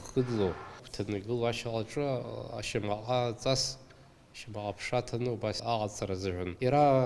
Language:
Abkhazian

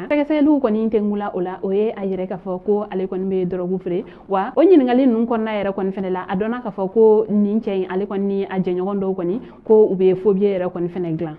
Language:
Bambara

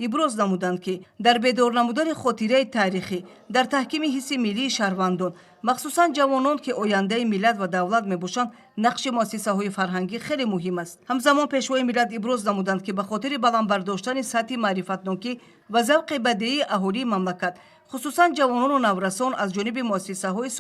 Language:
Tajik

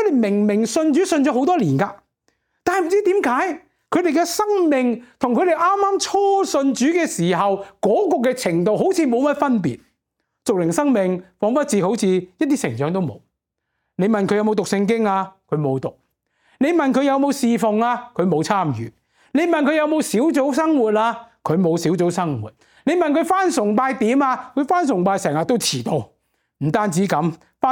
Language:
Cantonese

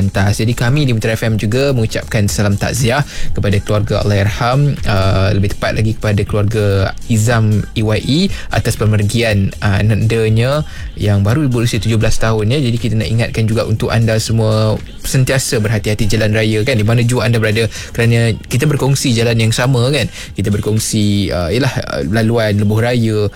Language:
Malay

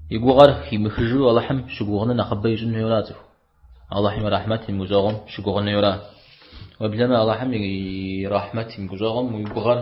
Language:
Kabardian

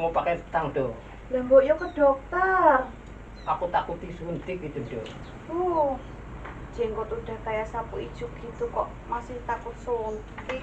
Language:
Betawi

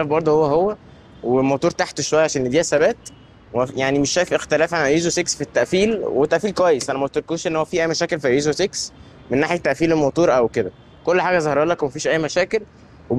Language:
Egyptian Arabic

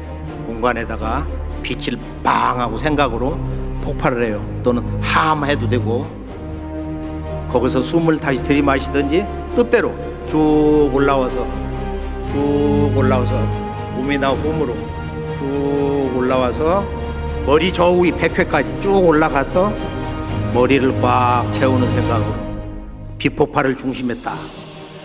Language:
Korean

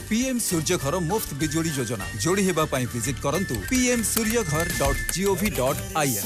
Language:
Odia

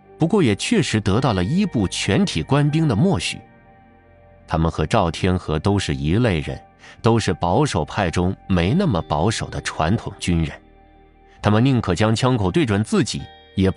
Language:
Chinese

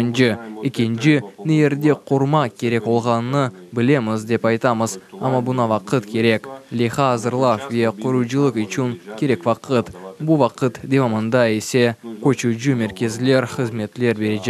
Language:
Crimean Tatar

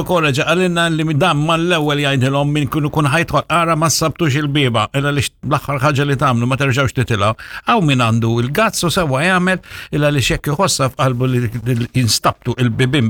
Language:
Maltese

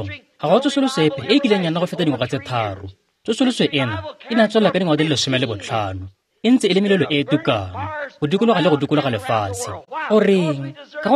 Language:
Tswana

